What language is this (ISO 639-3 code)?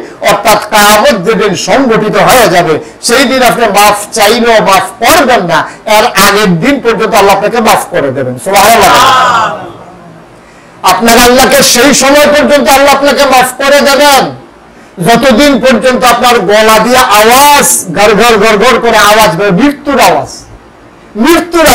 ben